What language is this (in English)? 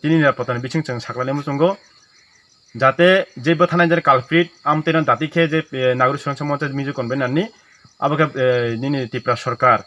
Kok Borok